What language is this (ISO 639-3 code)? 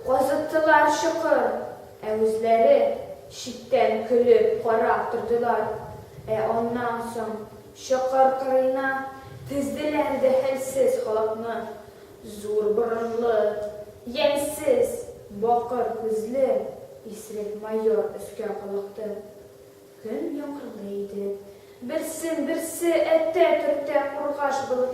tat